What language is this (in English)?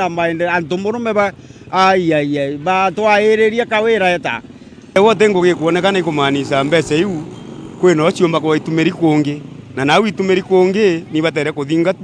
Meru